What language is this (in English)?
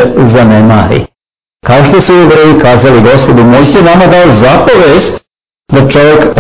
Serbian